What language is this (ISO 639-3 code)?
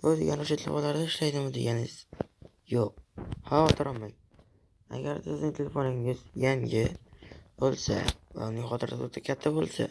uzb